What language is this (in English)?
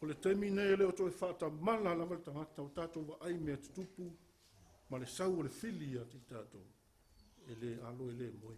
Samoan